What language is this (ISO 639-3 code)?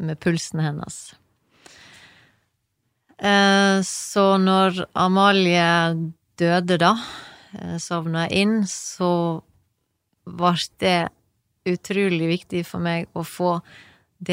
nor